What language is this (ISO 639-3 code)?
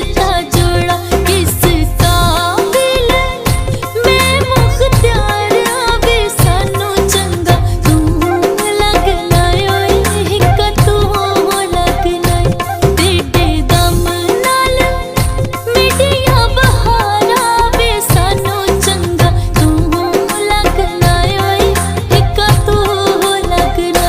phr